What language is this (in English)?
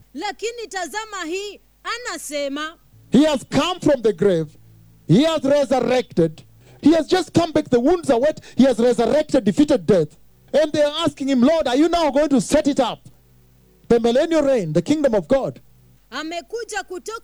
Swahili